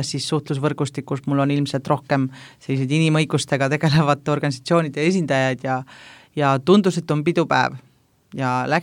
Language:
Estonian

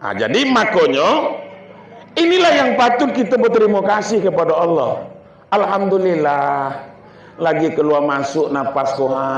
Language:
Minangkabau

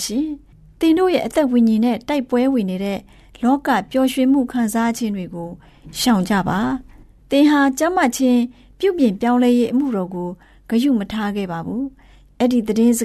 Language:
Burmese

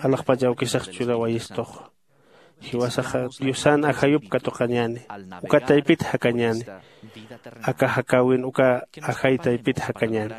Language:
Aymara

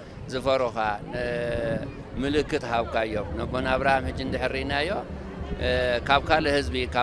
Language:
Tigrinya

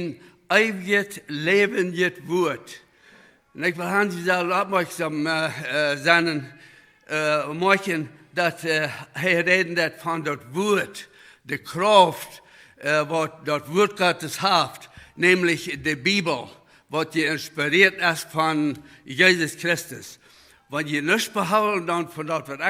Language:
Plautdietsch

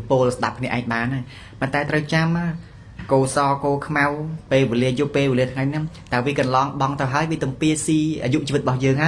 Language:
Khmer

